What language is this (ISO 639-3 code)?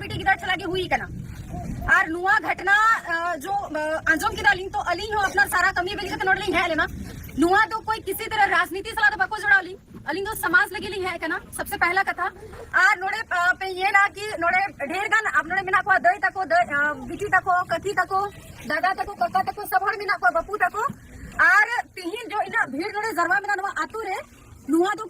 sat